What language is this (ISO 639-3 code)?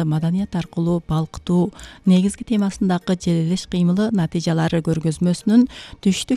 kir